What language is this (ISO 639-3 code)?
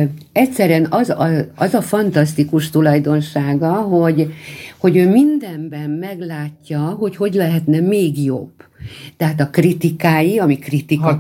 hun